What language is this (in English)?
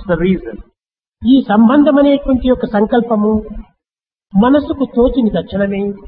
Telugu